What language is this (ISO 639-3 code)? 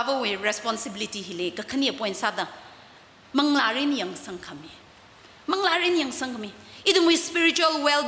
nmf